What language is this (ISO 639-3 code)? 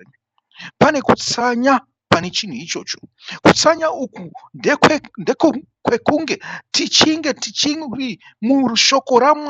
sna